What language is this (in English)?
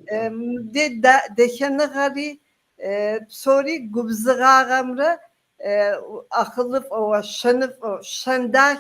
Kabardian